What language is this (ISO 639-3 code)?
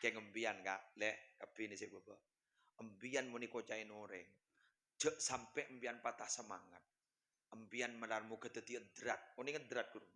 mad